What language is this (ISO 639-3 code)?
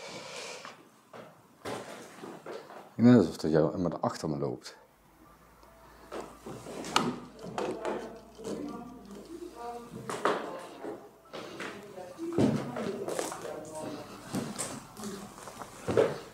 nld